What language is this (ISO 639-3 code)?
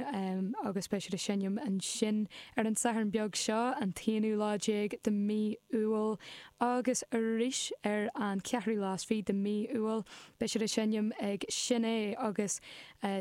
gle